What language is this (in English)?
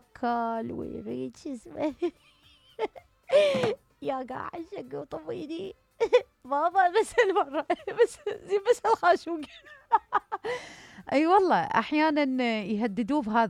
Mesopotamian Arabic